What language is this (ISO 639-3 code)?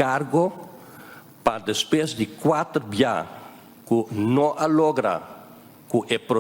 pap